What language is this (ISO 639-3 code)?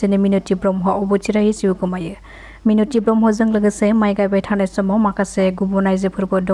brx